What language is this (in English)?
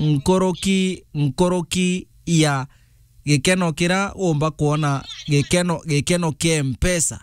Meru